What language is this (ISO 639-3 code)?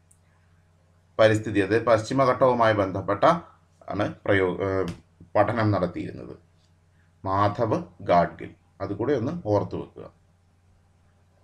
mal